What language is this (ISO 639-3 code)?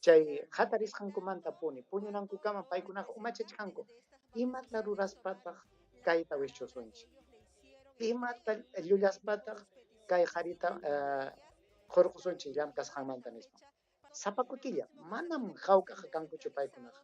quy